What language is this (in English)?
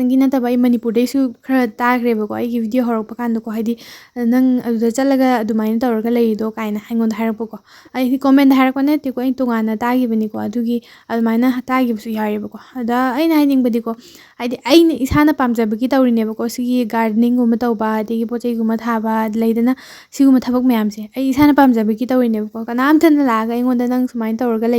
Manipuri